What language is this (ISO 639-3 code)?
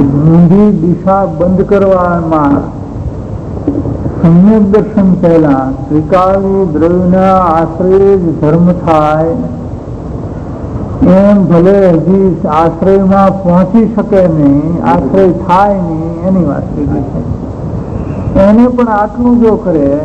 guj